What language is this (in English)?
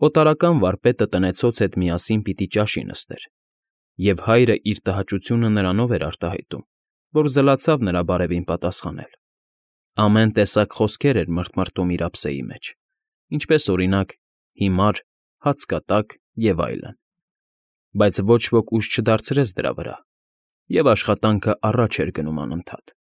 Armenian